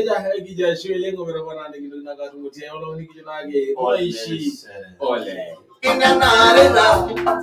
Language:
Masai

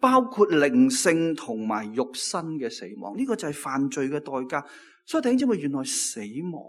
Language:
Cantonese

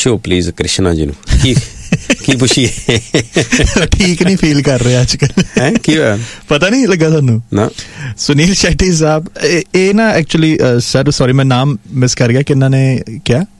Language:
Punjabi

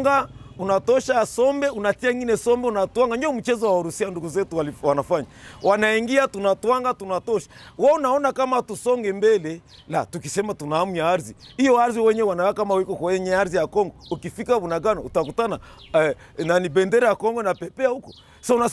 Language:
Swahili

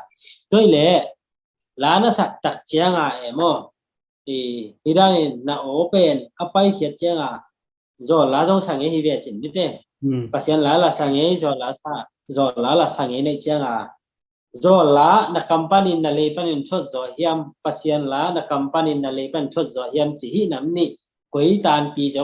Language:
Tedim Chin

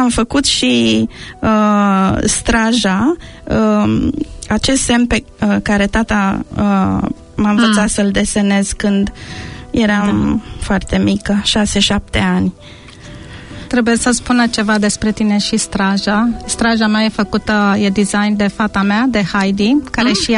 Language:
Romanian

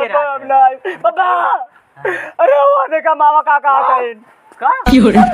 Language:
Awadhi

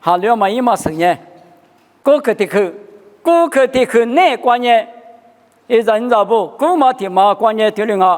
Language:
Lisu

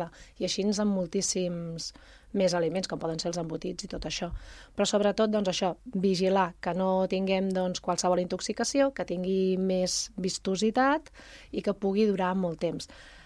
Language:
Catalan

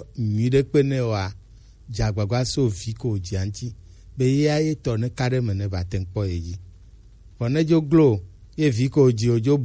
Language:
Gen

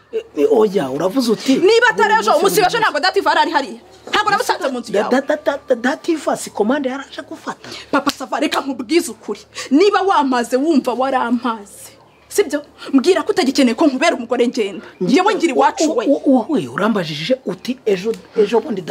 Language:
Kinyarwanda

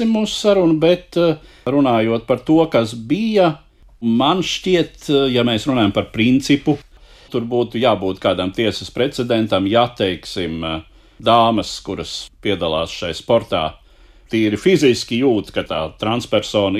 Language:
Latvian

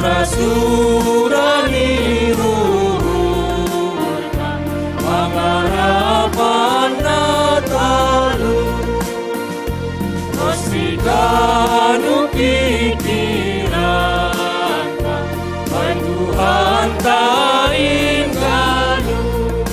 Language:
Batak Simalungun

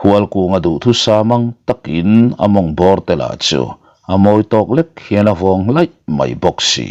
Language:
Mizo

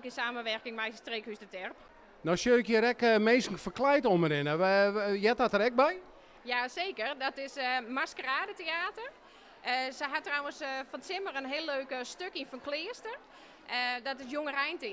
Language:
Western Frisian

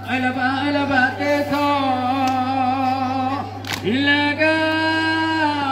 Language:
Achinese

